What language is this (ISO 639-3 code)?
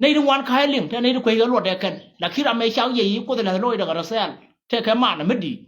nus